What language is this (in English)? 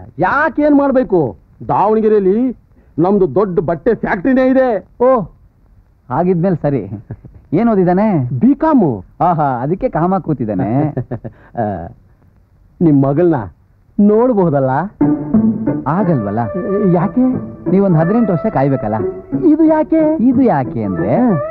Kannada